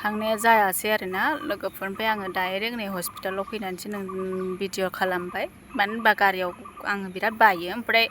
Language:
Bodo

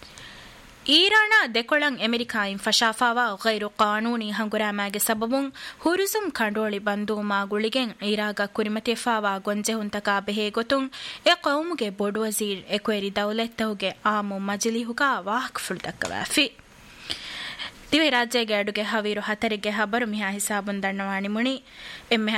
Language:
Divehi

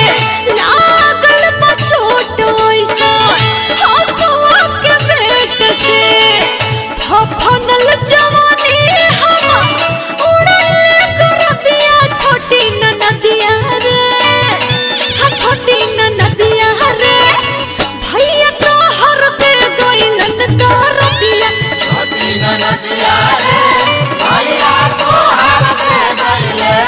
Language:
Bhojpuri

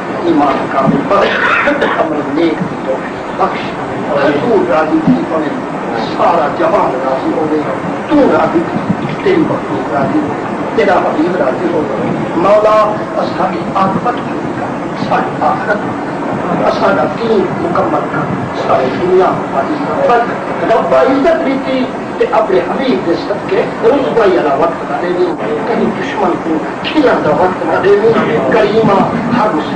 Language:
Saraiki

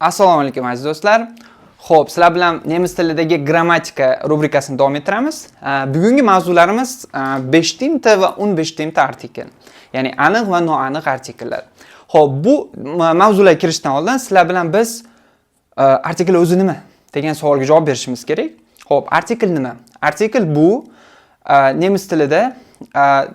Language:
Uzbek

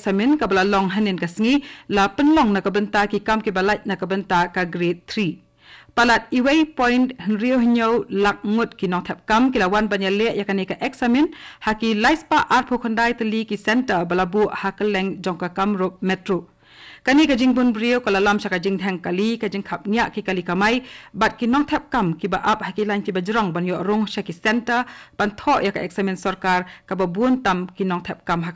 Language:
Khasi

